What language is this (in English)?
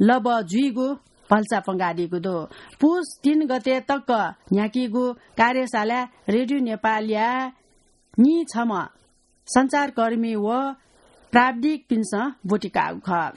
Newari